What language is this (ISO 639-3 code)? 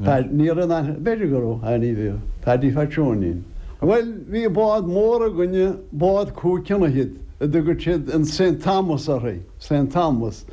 gle